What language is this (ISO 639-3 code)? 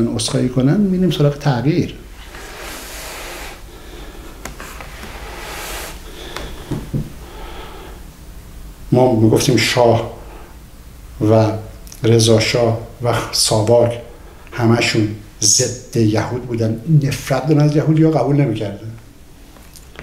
fas